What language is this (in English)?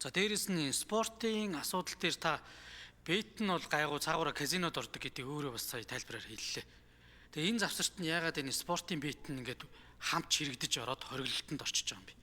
Mongolian